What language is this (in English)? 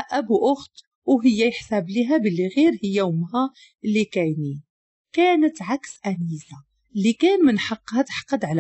Moroccan Arabic